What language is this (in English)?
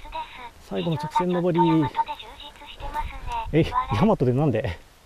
Japanese